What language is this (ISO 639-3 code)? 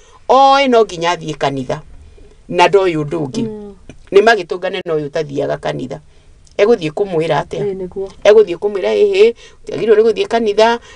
kik